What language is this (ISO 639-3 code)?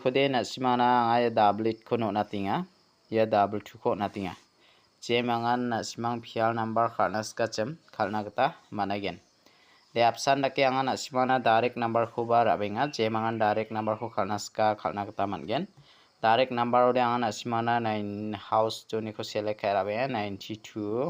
grt